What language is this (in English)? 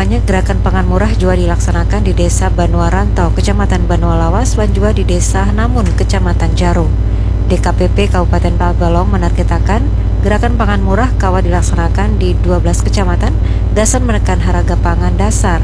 Banjar